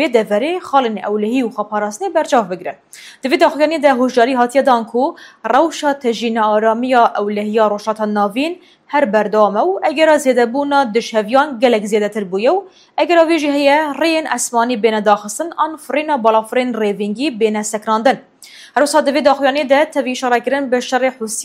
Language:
Kurdish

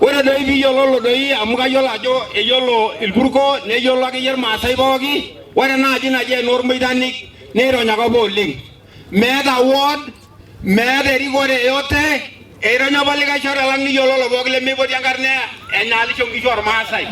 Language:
Masai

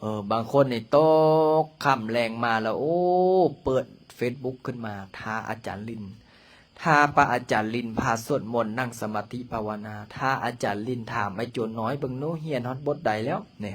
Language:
Lao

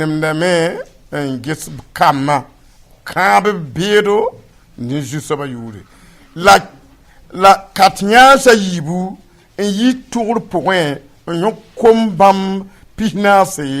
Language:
Mossi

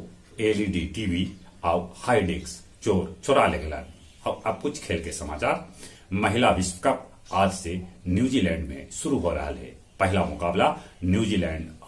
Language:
Magahi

